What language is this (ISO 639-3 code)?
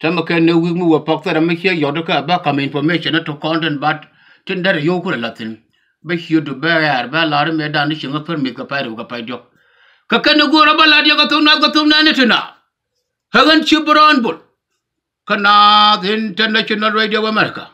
nus